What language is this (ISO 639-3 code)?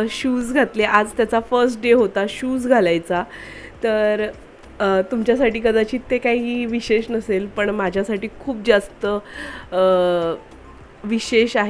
mar